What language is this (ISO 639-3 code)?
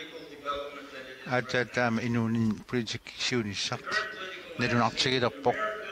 kal